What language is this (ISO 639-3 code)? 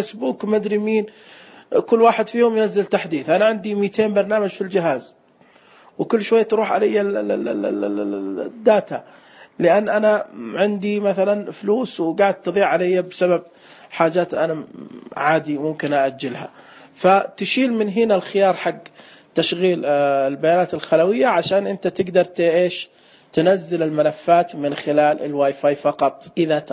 ars